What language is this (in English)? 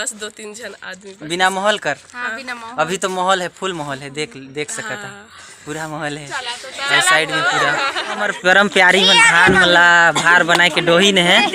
Chhattisgarhi